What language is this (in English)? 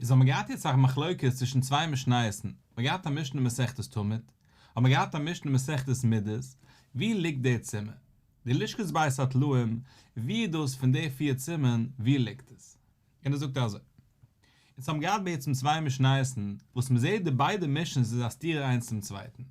Yiddish